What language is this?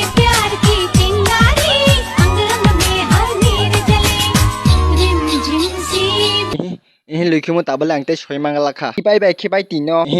Kok Borok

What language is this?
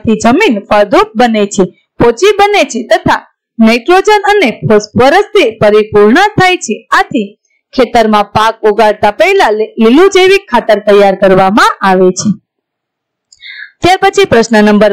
Gujarati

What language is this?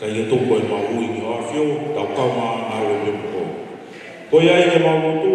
Tongan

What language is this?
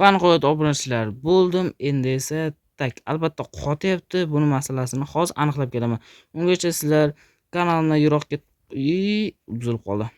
Uzbek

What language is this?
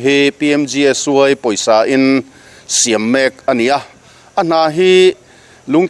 Mizo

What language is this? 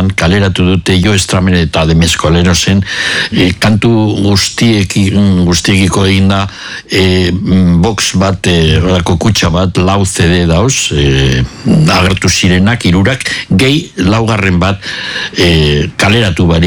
Basque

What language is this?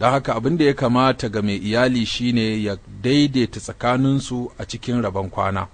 Hausa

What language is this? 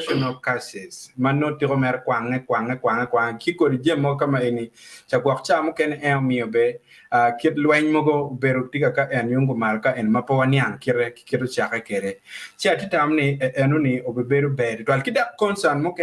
Acoli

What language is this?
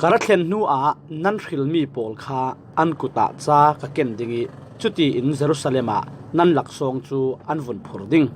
Falam Chin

